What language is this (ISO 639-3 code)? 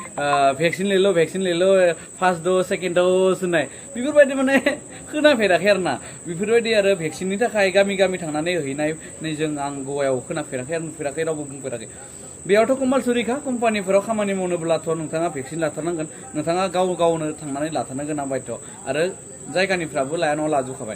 brx